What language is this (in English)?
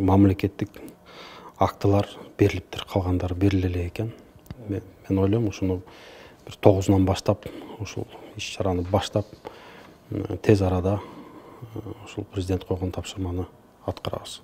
Kyrgyz